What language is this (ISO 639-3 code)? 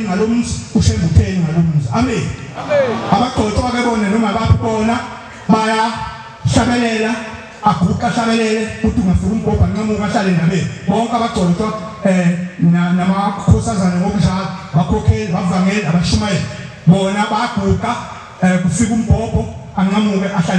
zul